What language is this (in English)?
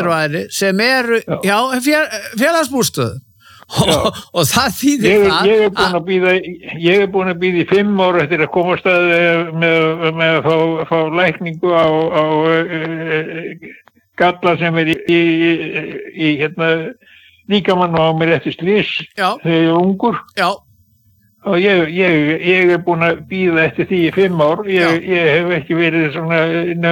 Icelandic